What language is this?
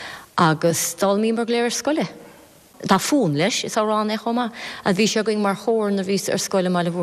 Irish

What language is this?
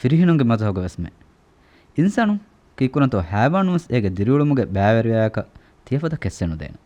Divehi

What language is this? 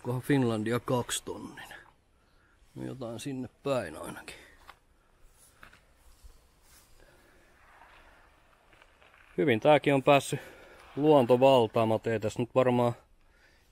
Finnish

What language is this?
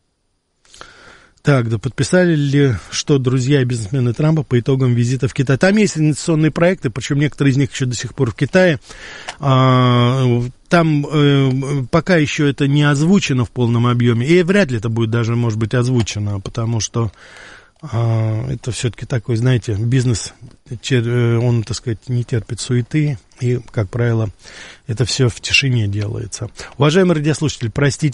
Russian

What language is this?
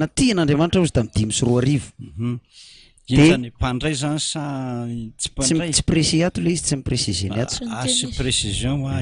Malagasy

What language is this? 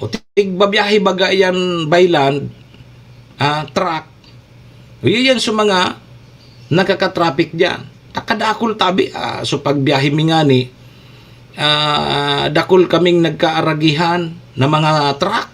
Bikol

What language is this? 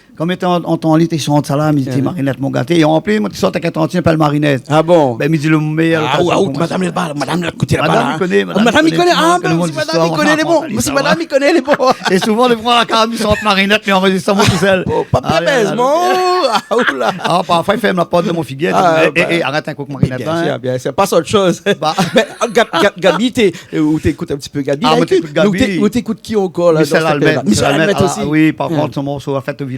Réunion Creole French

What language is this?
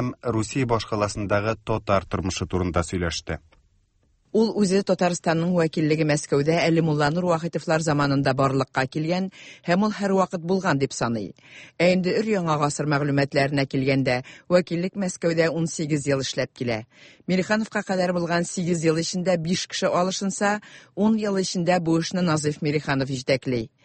Tatar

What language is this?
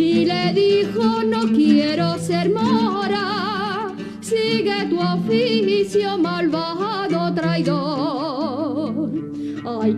Ladino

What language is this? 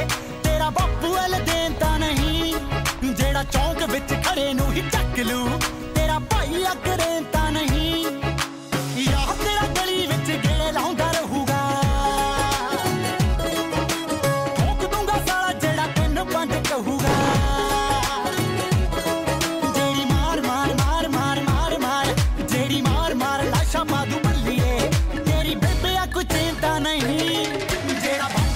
Punjabi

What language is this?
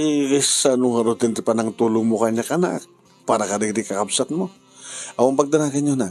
Iloko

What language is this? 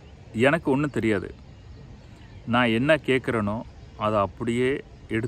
Tamil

